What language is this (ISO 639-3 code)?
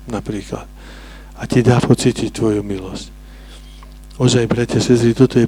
slk